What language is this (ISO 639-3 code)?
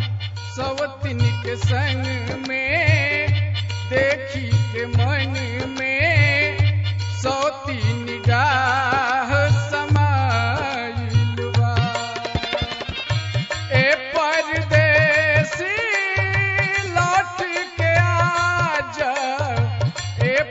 bho